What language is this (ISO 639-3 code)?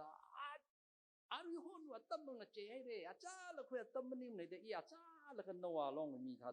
nmf